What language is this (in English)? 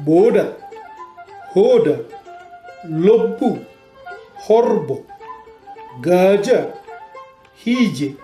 Batak Toba